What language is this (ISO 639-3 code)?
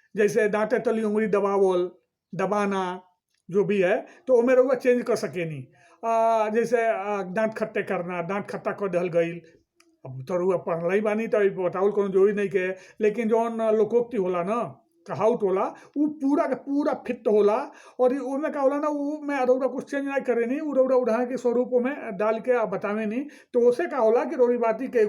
bho